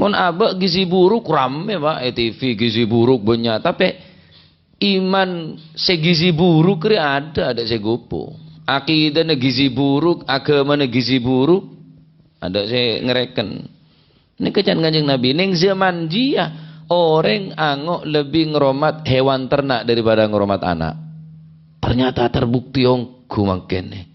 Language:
Madurese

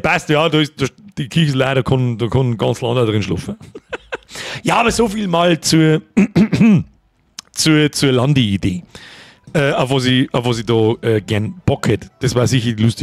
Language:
Bavarian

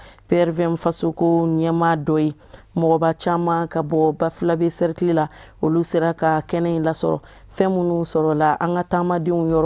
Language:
Bambara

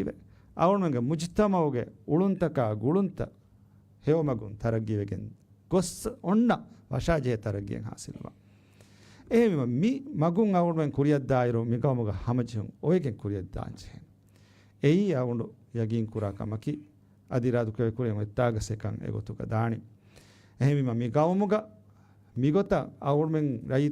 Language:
Divehi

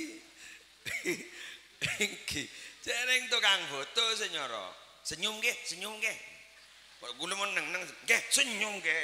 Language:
Madurese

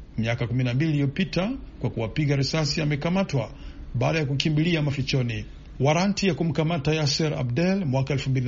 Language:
Swahili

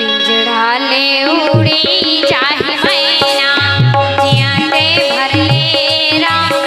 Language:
Chhattisgarhi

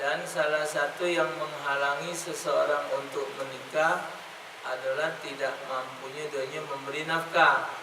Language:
Musi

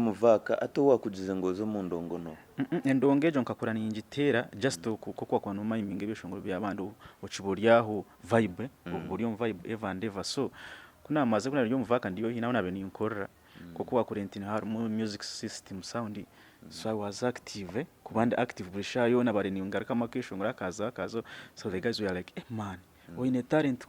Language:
Nyankole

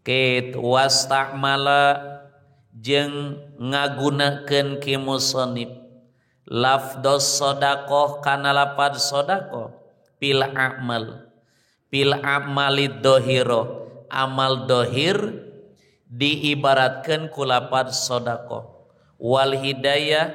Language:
Sundanese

